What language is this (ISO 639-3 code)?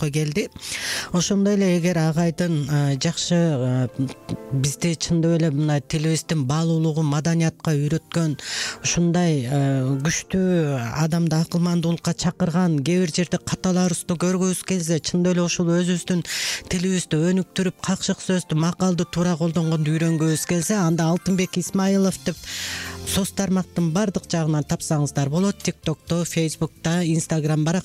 kir